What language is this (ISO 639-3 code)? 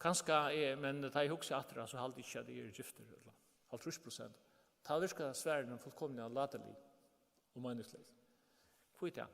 fao